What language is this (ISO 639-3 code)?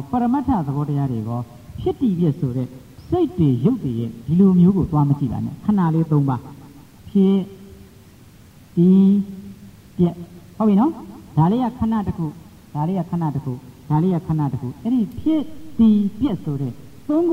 mya